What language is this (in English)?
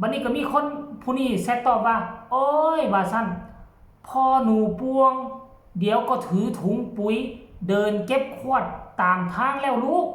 Northeastern Thai